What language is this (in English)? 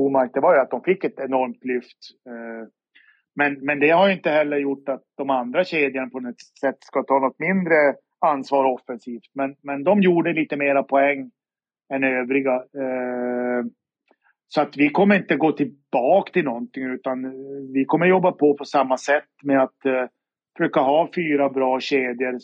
Swedish